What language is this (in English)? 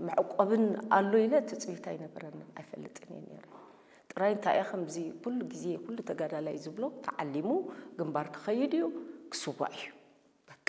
Tigrinya